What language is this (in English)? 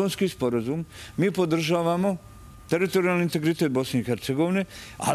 Serbian